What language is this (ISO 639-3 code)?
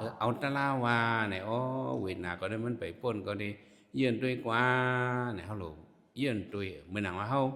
shn